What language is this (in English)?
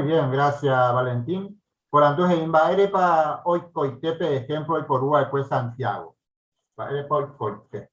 Guarani